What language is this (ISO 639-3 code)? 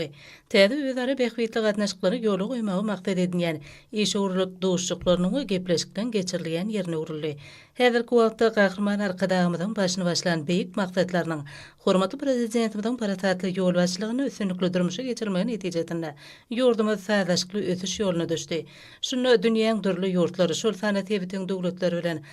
tuk